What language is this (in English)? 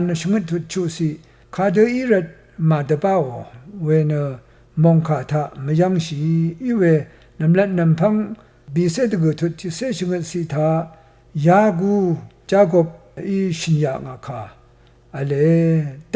Rawang